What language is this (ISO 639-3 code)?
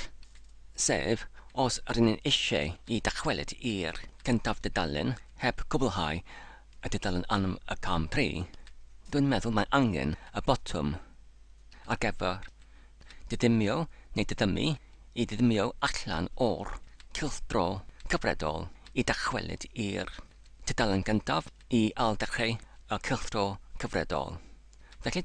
cym